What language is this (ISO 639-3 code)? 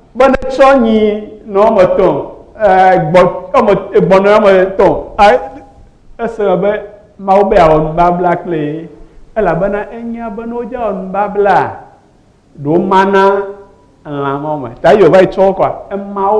ewe